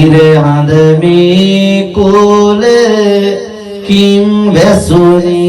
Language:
Sinhala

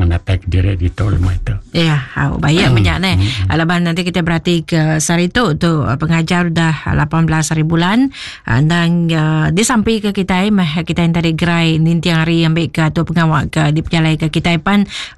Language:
Iban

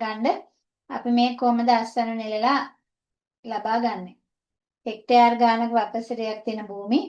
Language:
Sinhala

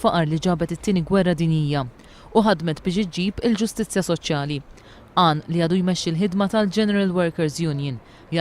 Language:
Maltese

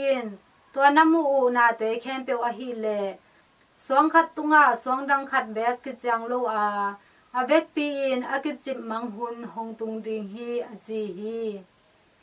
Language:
Tedim Chin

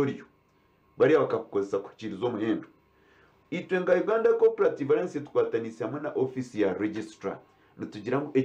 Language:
Nyankole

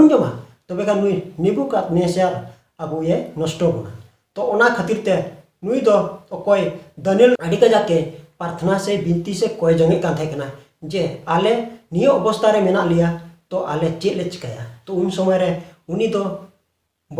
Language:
Santali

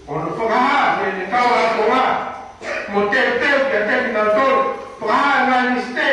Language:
Tongan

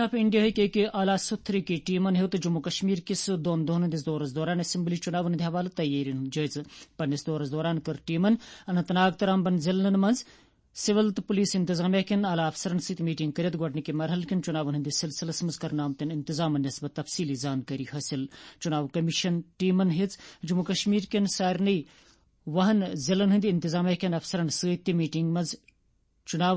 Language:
Kashmiri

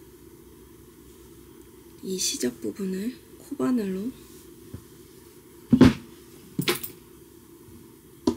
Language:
Korean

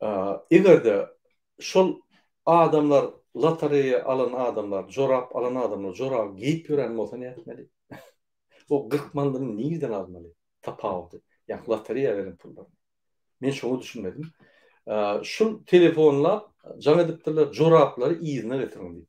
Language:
Turkmen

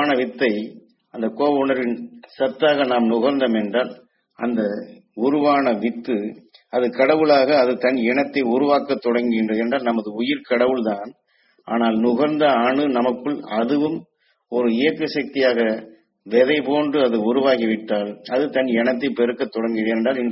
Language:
Tamil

